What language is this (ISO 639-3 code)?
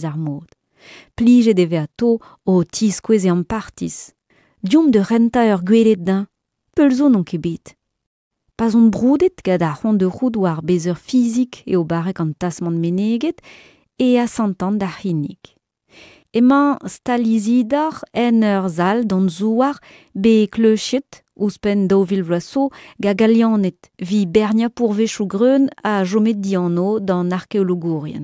bre